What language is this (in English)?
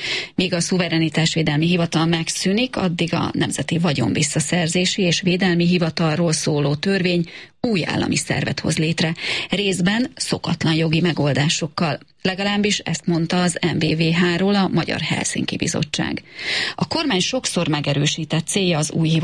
Hungarian